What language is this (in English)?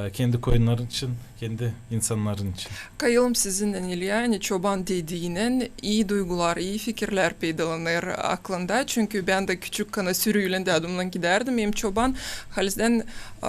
Gagauz